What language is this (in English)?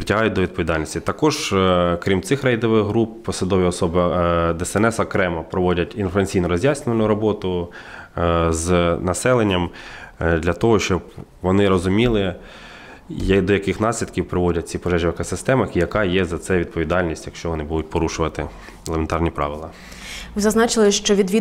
Ukrainian